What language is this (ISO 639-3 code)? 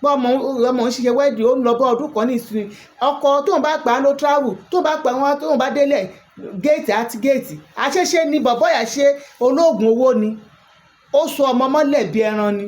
yor